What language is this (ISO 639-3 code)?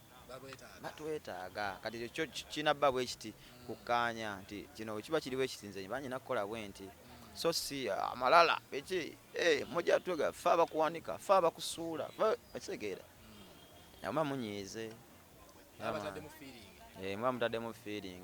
lug